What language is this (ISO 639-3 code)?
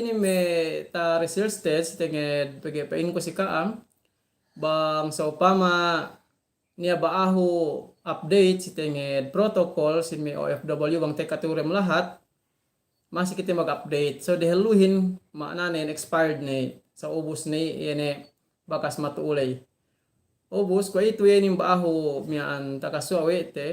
yka